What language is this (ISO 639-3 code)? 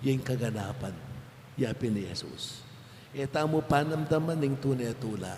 pam